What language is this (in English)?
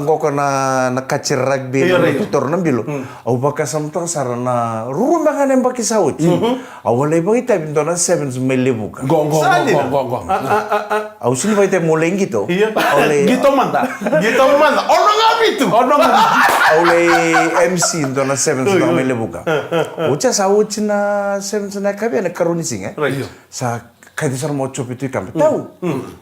Fijian